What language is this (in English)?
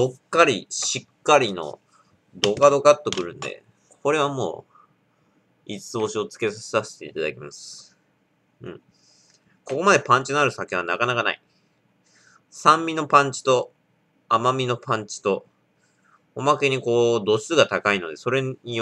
Japanese